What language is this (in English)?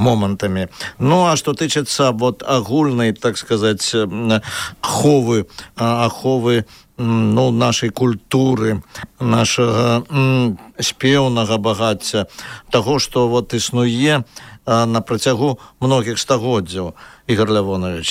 Belarusian